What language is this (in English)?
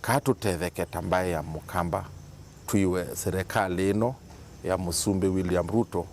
Kamba